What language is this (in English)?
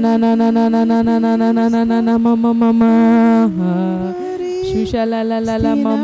Tem